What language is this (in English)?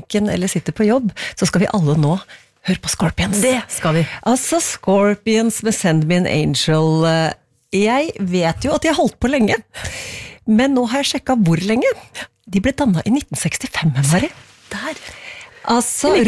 Norwegian